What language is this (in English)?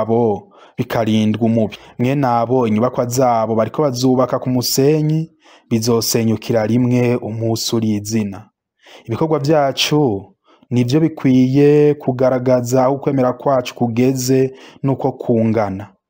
Rundi